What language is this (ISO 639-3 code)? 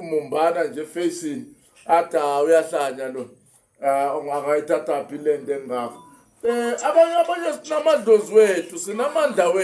zul